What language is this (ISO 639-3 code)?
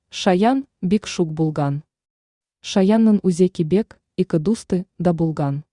tat